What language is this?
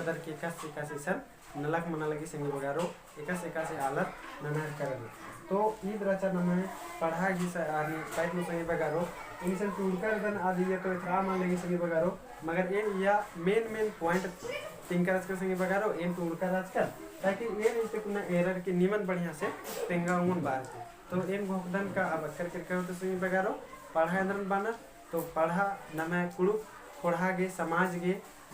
Kurukh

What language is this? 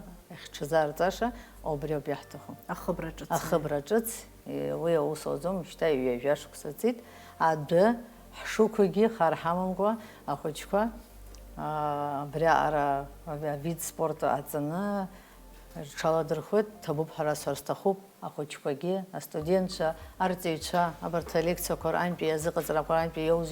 Abkhazian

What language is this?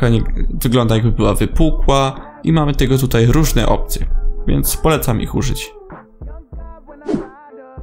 Polish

